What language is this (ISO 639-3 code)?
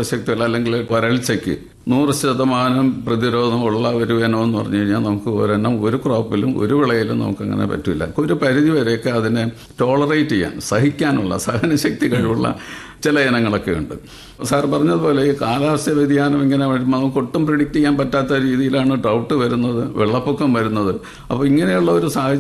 mal